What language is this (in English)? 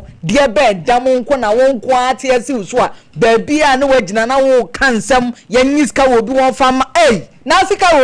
Akan